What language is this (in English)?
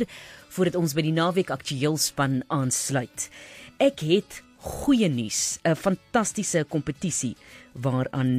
Afrikaans